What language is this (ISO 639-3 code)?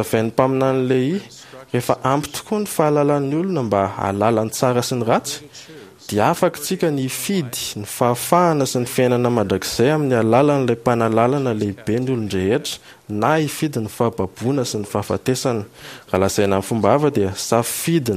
mlg